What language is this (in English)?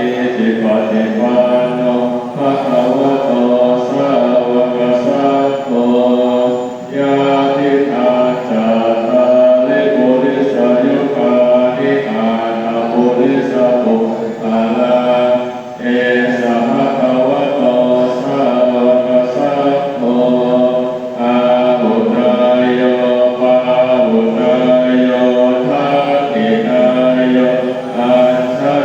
Pali